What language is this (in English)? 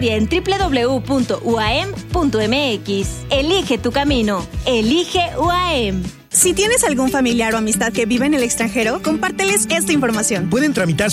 Spanish